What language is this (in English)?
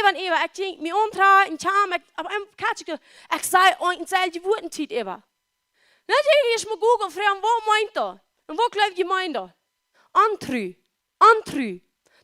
Plautdietsch